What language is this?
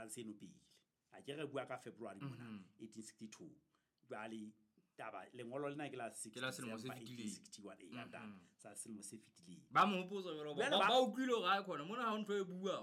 Southern Sotho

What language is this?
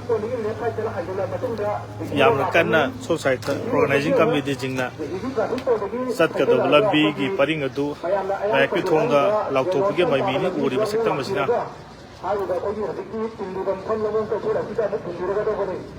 Manipuri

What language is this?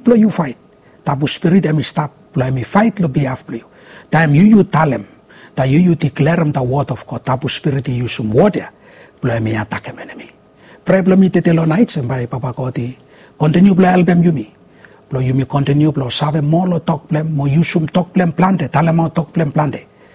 Bislama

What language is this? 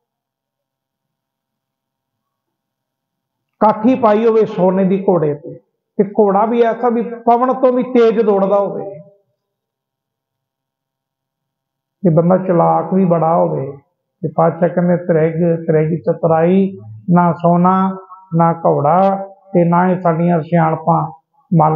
Punjabi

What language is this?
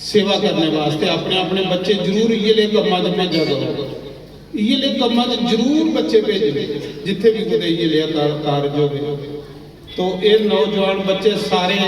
Dogri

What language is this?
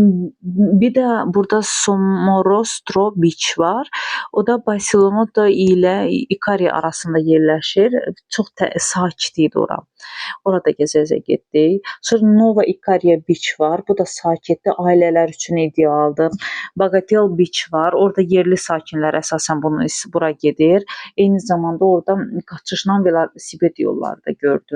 Azerbaijani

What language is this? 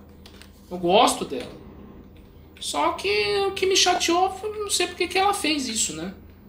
Portuguese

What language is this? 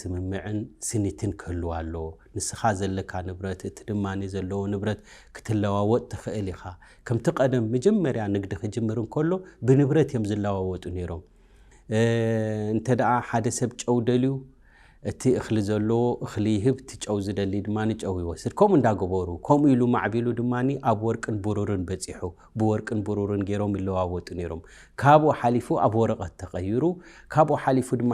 Tigrinya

